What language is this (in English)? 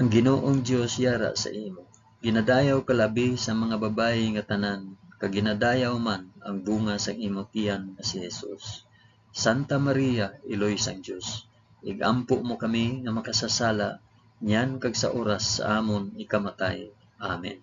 Hiligaynon